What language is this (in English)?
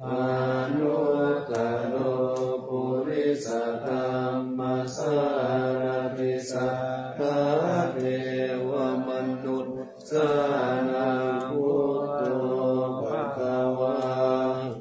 Pali